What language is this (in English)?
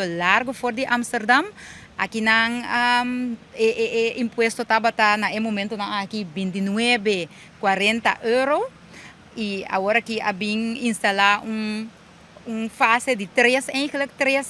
Papiamento